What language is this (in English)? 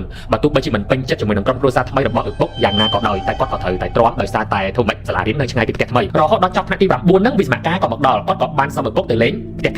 Khmer